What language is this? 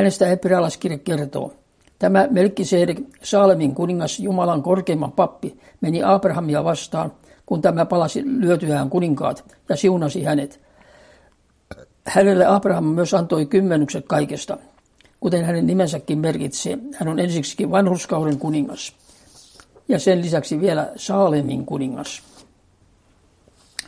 Finnish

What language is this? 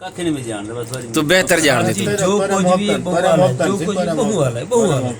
Saraiki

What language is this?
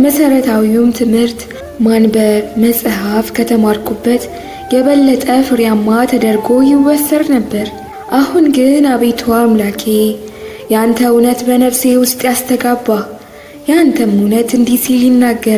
Amharic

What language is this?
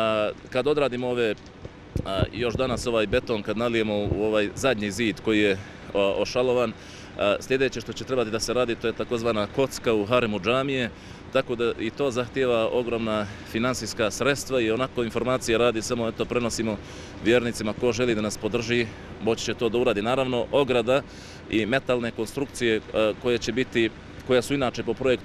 Bosnian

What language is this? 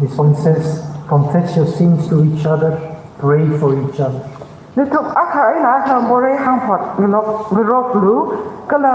Tangkhul Naga (India)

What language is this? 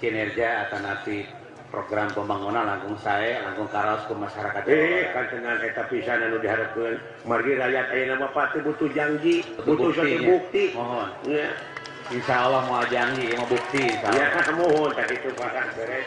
Sundanese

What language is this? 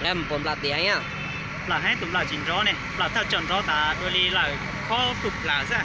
Hmong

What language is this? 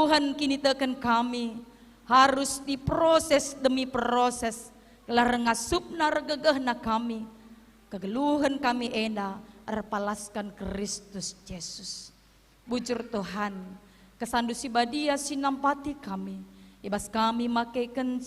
Batak Karo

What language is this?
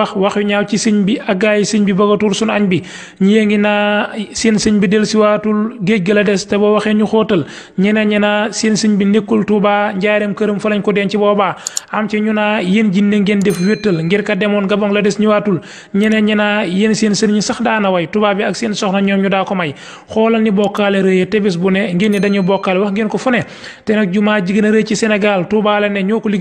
Wolof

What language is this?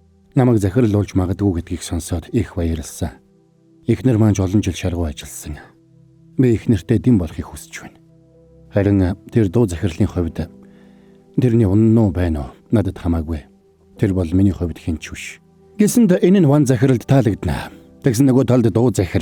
Mongolian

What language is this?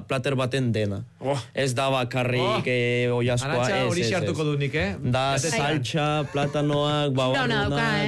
Basque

